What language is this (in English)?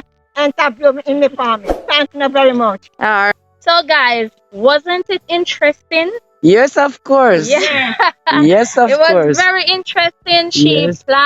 Jamaican Creole English